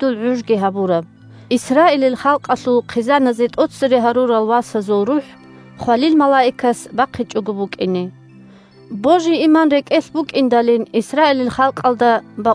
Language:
Avaric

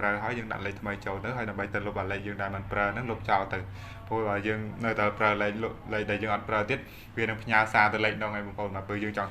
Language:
Khmer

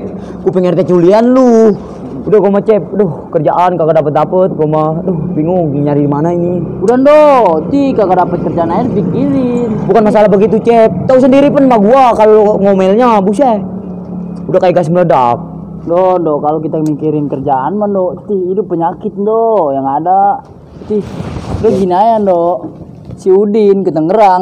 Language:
Betawi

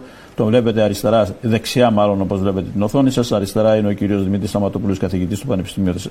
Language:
Greek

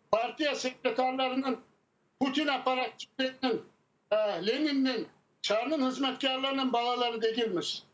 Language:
Crimean Tatar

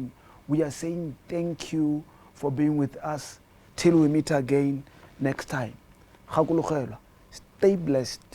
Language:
Tswana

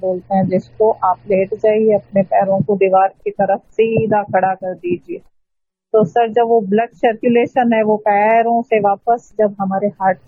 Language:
Hindi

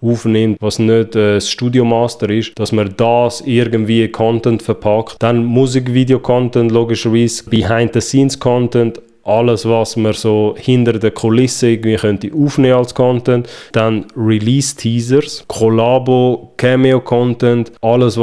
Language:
Swiss German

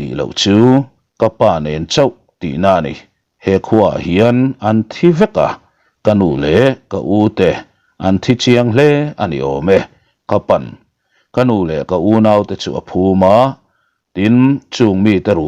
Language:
Mizo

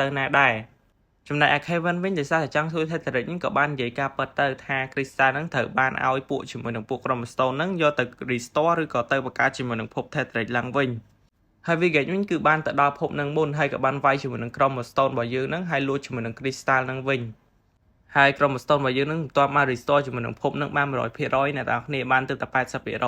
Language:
Khmer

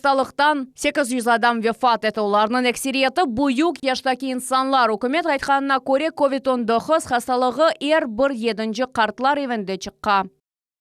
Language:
Crimean Tatar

